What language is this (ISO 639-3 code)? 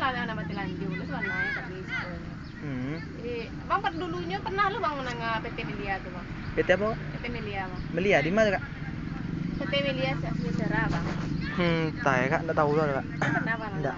min